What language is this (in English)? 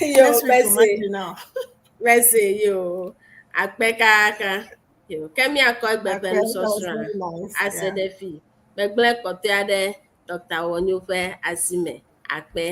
Ewe